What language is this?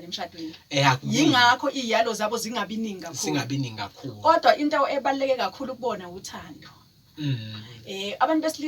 Zulu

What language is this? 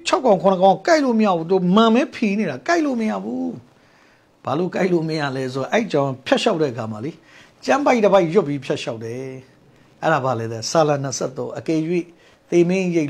Burmese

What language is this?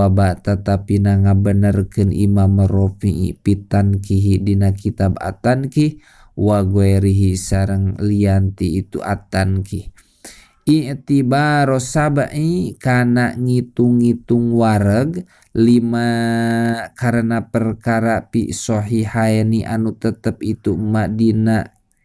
Sundanese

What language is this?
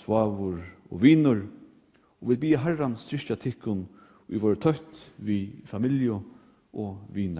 Faroese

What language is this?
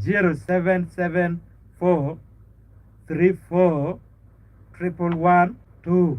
Acoli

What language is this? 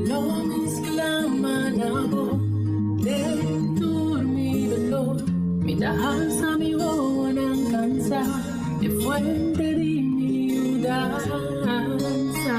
Papiamento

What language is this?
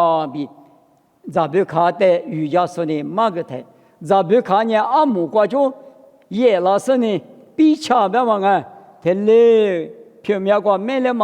Lisu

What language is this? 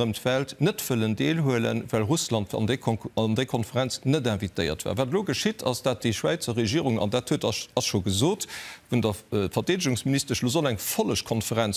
Luxembourgish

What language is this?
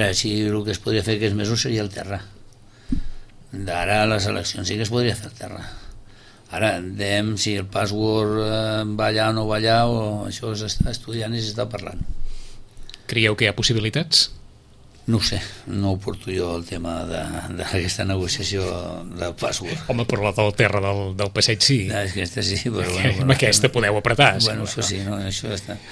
Catalan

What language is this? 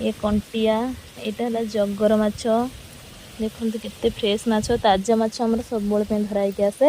Odia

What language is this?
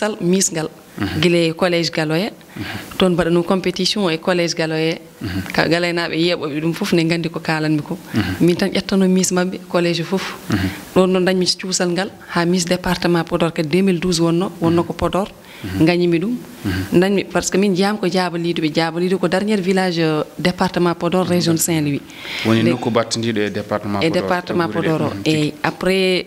Fula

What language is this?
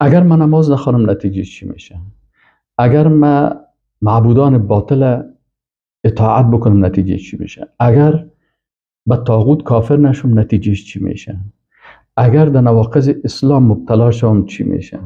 Persian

